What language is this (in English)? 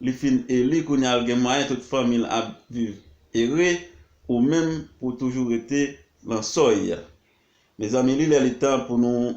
Haitian Creole